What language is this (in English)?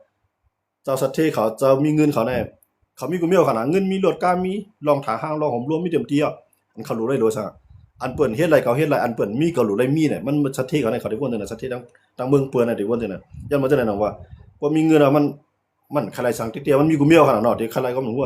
Shan